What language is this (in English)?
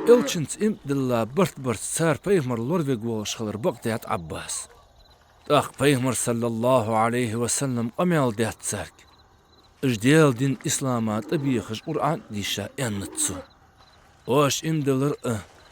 Ingush